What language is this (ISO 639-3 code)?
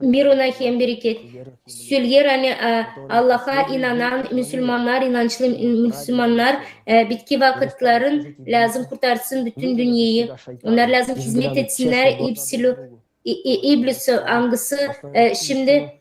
gag